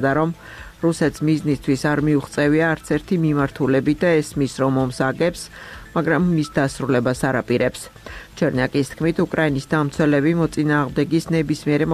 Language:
Georgian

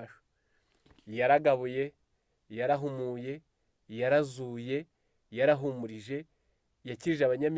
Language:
Kinyarwanda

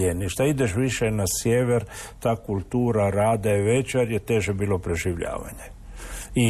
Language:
Croatian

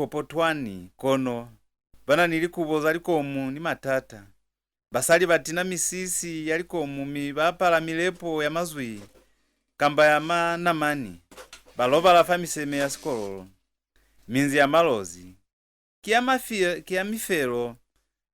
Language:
Lozi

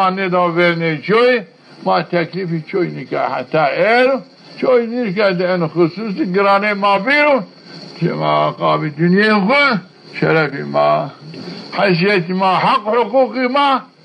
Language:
Zaza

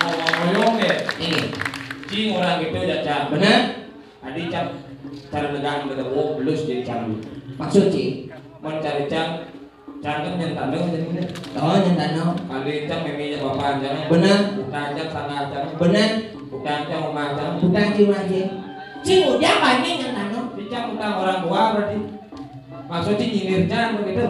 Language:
Balinese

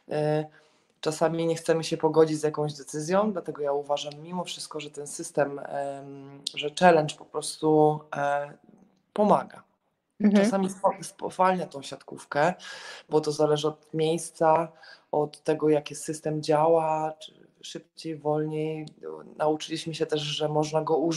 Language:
Polish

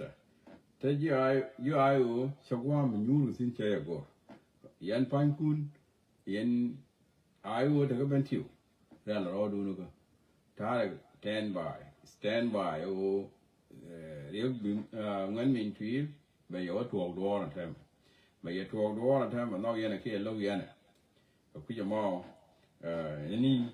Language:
Nuer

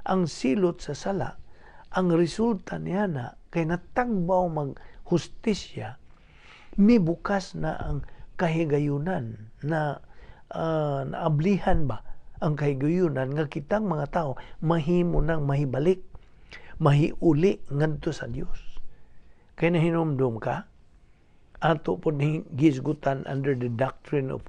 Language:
Cebuano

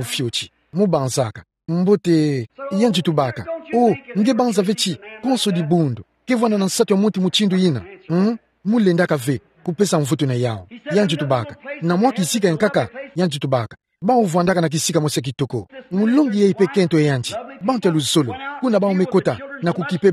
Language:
Kituba (Democratic Republic of Congo)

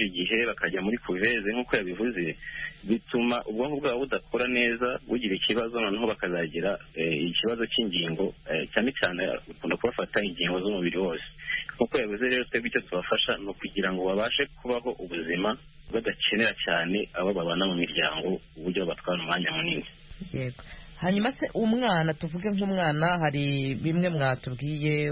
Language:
Kinyarwanda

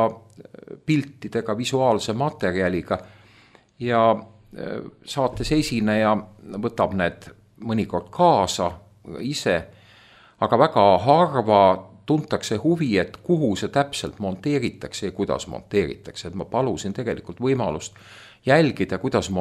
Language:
Estonian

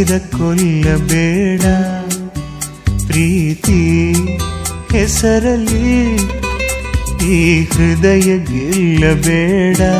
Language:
Kannada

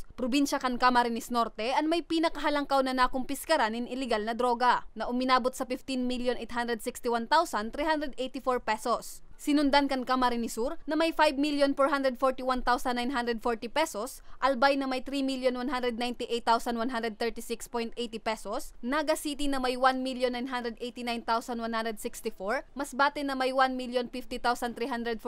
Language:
Bikol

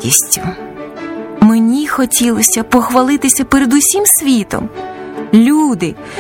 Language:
Ukrainian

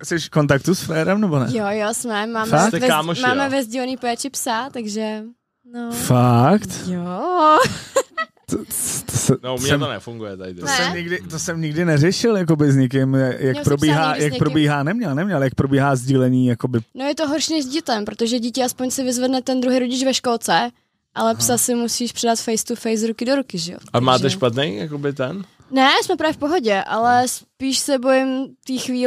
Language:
Czech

